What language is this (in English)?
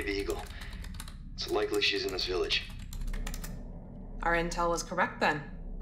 English